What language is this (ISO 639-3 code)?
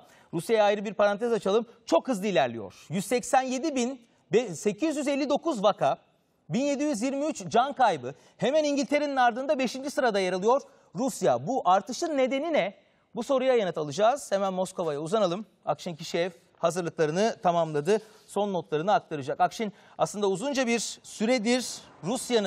tur